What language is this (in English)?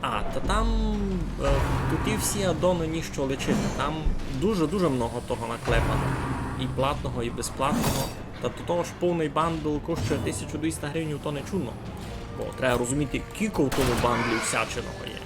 Rusyn